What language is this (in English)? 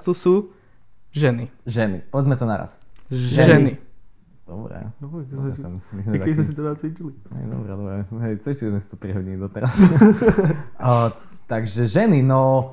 Slovak